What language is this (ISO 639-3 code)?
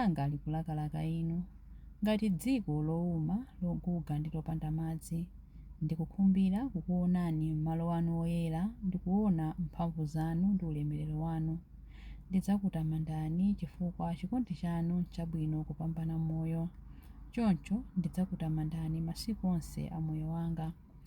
nya